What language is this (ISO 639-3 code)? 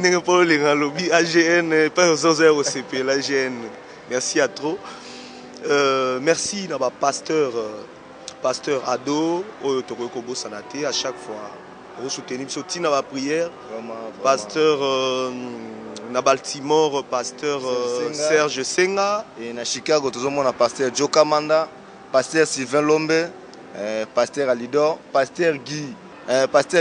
lin